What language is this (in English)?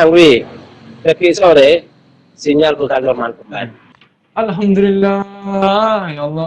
Madurese